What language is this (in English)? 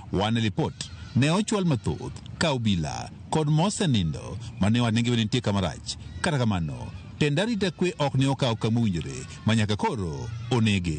Luo (Kenya and Tanzania)